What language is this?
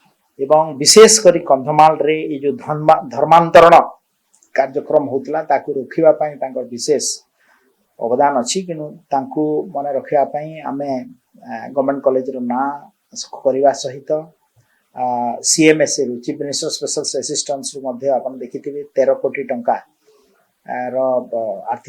Odia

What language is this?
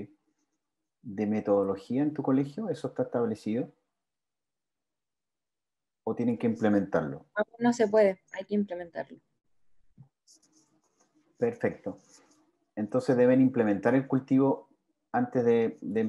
Spanish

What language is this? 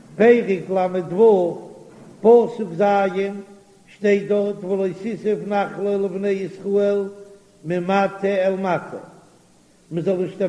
Yiddish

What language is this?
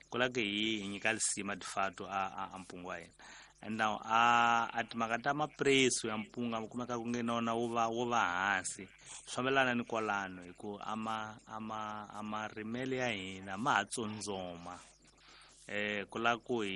Tsonga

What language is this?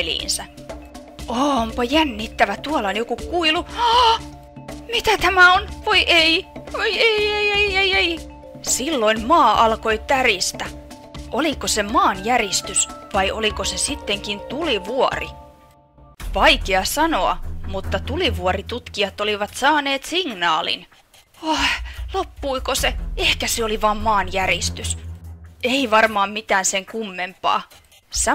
Finnish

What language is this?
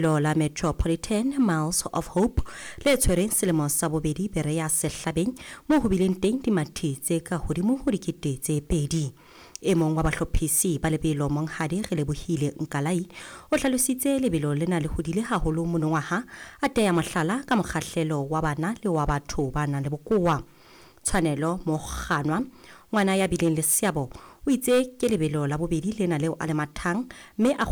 Southern Sotho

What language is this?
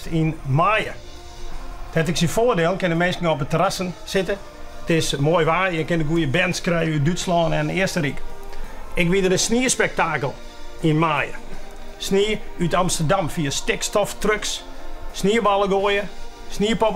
Western Frisian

